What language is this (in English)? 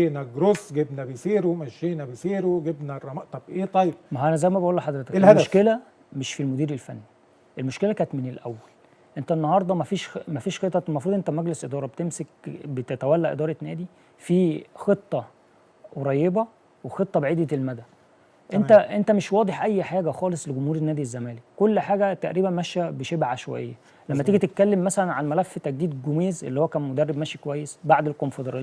Egyptian Arabic